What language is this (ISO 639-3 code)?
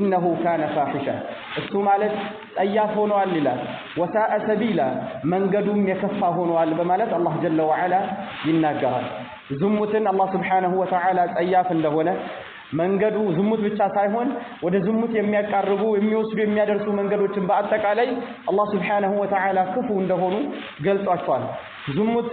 amh